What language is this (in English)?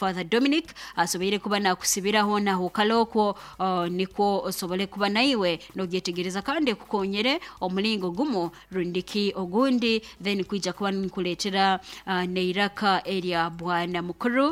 Nyoro